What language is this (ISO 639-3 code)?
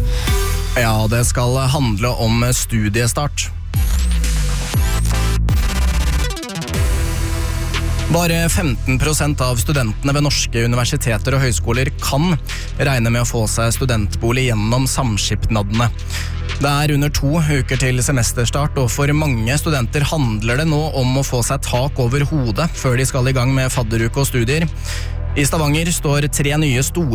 nor